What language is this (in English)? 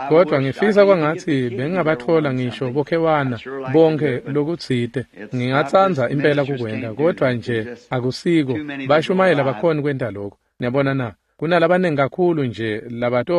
Swati